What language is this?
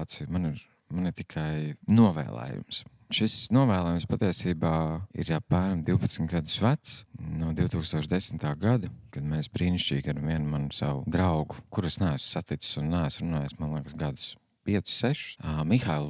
Latvian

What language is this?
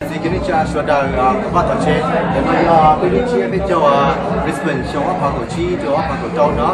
Hmong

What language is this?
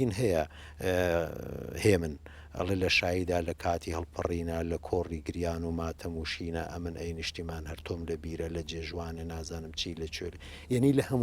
Central Kurdish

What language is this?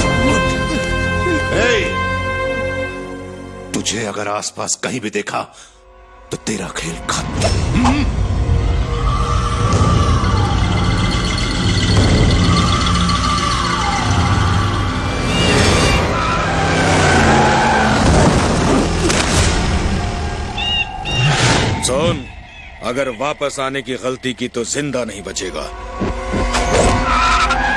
Hindi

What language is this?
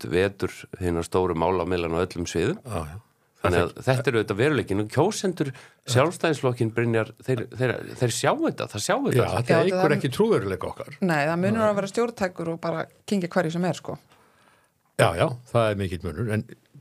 Icelandic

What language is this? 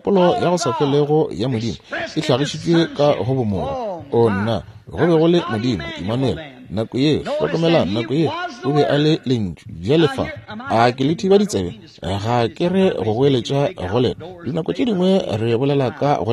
Northern Sotho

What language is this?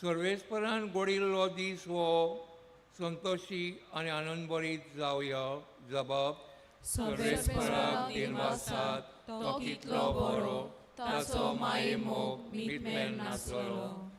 Konkani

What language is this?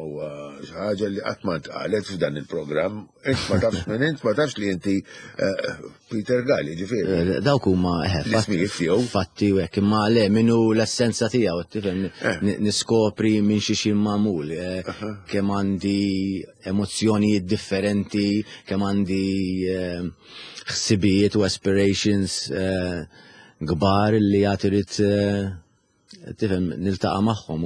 Maltese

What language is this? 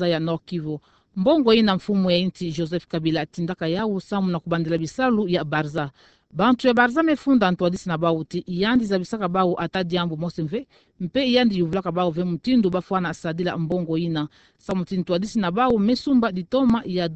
Kituba (Democratic Republic of Congo)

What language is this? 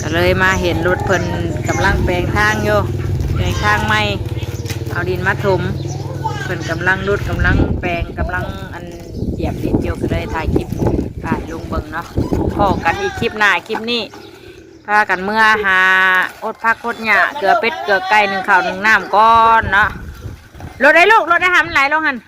Northeastern Thai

